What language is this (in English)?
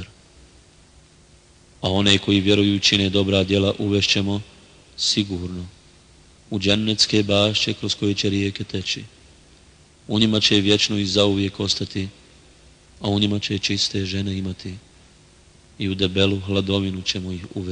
Bosnian